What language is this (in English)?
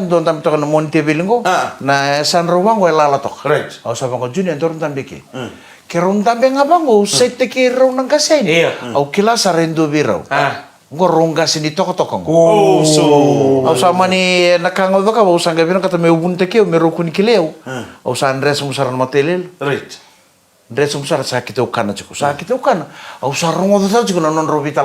Fijian